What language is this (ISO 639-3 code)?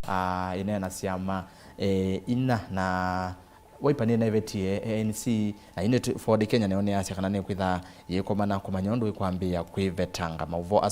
kam